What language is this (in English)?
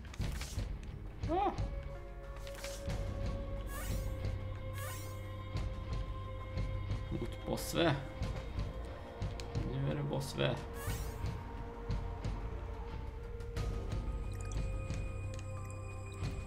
Swedish